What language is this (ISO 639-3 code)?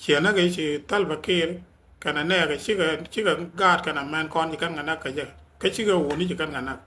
nus